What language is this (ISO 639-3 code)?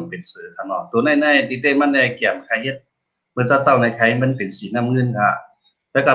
shn